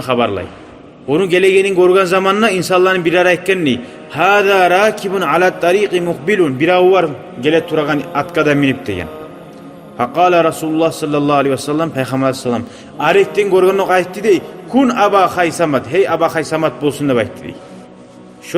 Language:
Kumyk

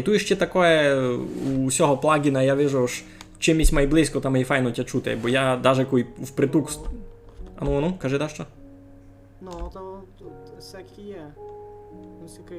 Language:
Rusyn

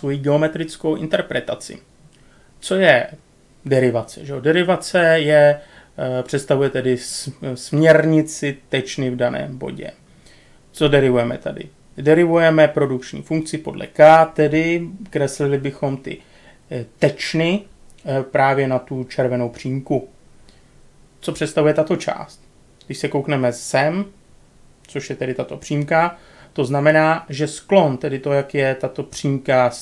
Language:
Czech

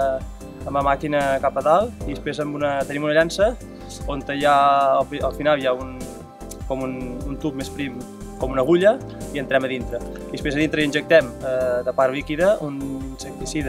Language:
Catalan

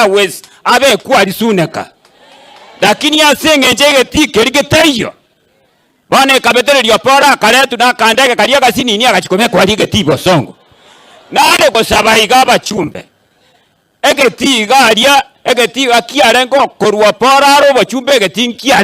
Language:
Gusii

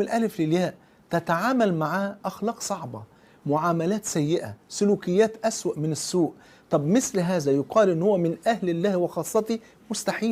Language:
Egyptian Arabic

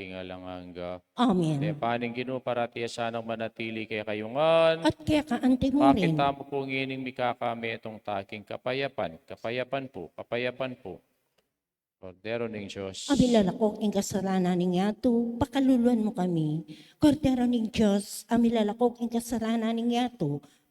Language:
Pampanga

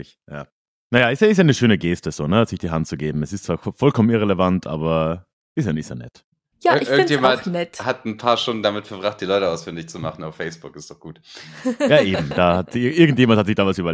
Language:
German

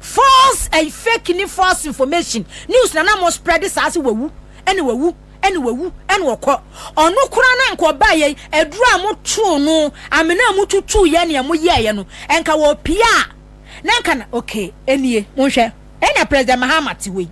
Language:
Akan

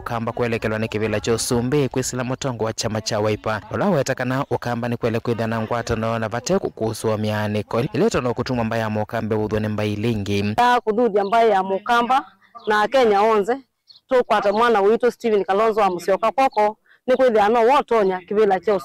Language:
Kamba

